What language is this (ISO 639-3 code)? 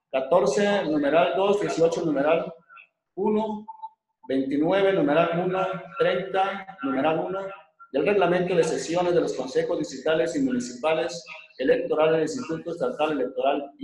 spa